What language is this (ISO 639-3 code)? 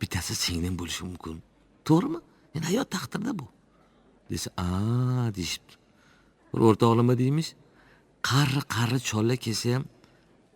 uzb